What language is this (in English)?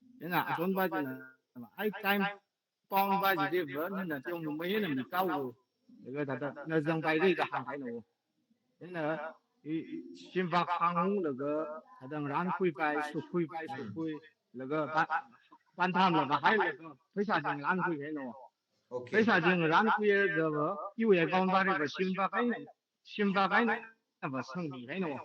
Tangkhul Naga (India)